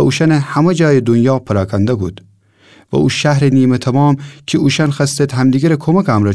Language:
Gilaki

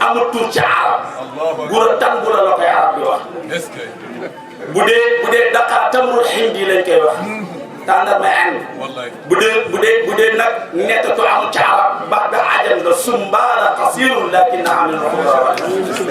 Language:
Wolof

